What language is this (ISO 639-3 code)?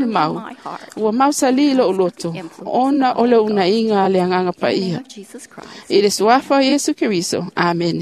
smo